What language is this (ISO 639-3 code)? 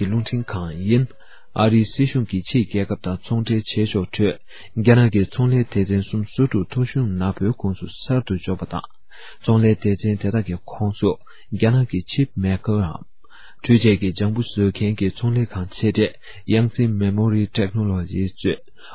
bod